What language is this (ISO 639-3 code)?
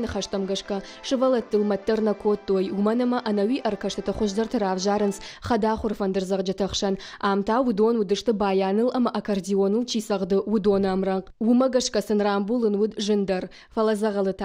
oss